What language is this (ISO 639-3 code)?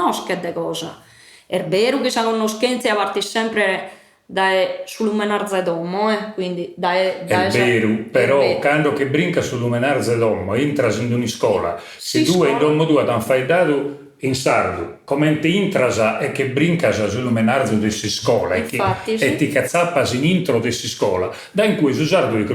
srd